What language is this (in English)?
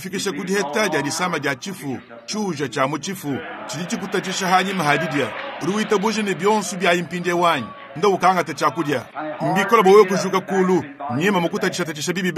Luba-Lulua